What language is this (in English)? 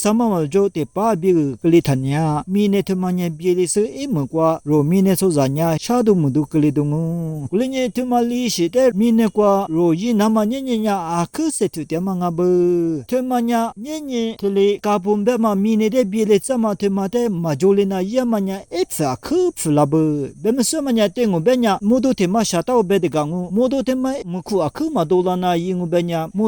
Lisu